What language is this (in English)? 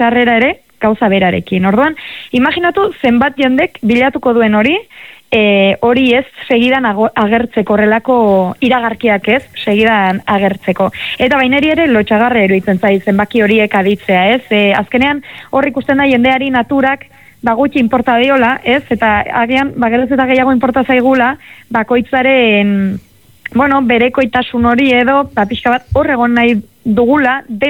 Basque